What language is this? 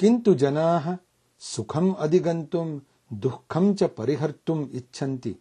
Sanskrit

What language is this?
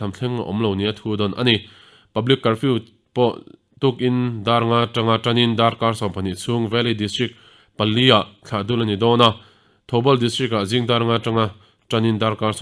Mizo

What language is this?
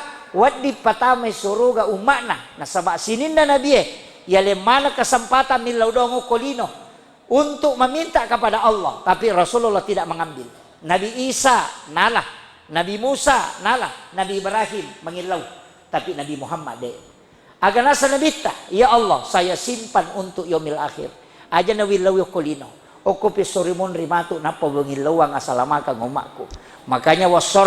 Buginese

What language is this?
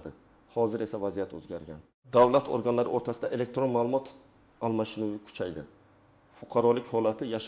Uzbek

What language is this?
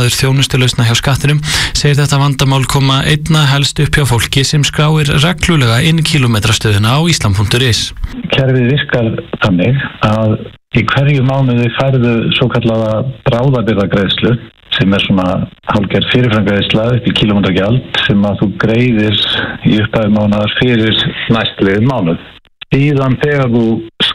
Icelandic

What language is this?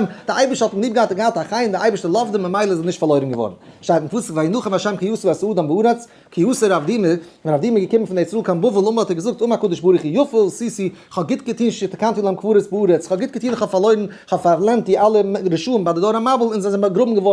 Yiddish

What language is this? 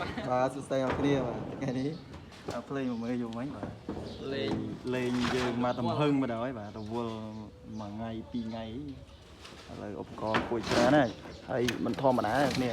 Khmer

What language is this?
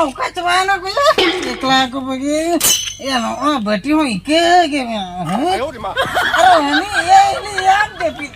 Santali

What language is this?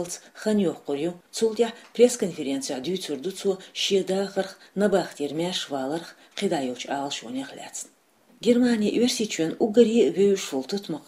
Chechen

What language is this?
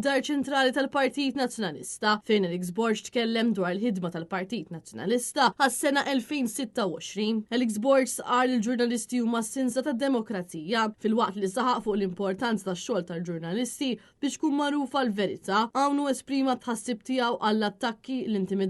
Maltese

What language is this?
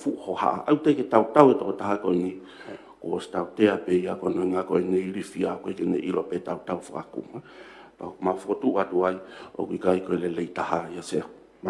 Tongan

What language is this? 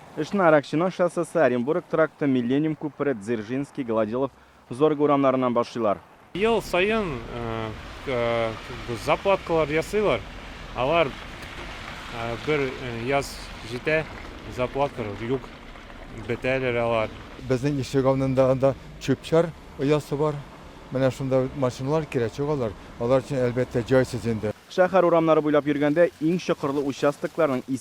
Tatar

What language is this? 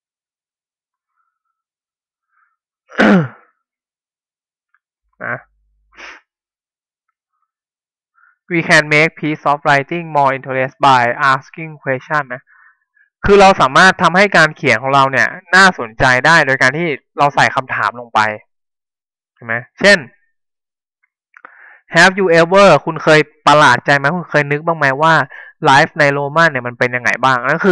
Thai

